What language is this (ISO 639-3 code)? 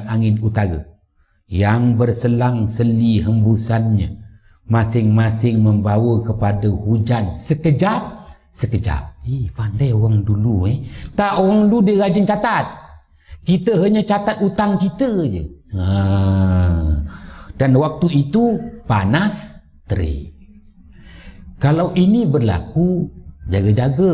msa